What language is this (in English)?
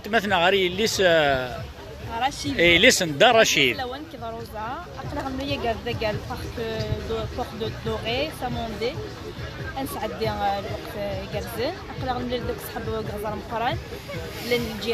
Kabyle